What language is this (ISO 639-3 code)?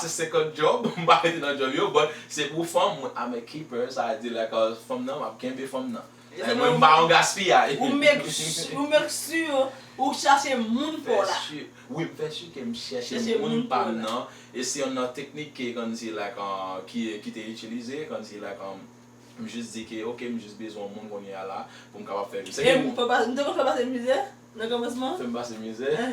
hat